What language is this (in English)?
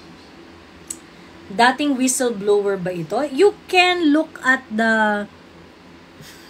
Filipino